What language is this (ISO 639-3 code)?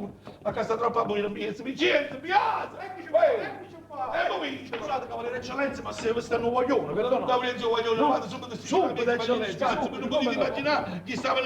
nap